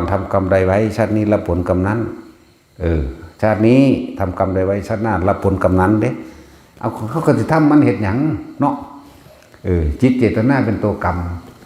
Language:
Northeastern Thai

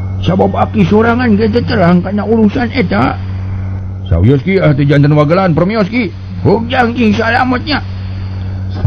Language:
Sundanese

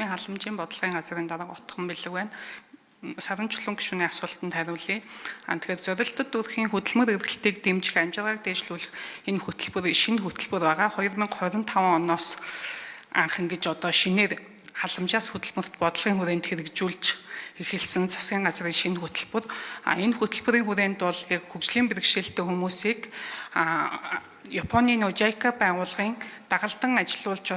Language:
Mongolian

